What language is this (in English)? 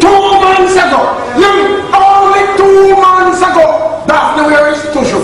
Jamaican Creole English